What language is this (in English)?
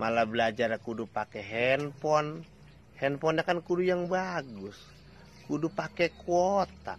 Betawi